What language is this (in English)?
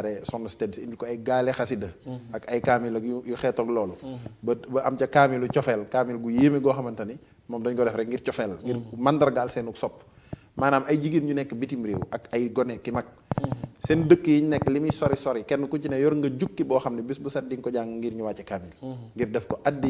Wolof